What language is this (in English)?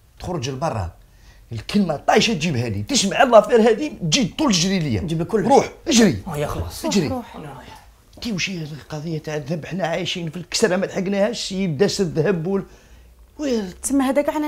Algerian Arabic